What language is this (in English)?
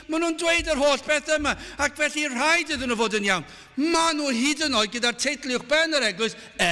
Welsh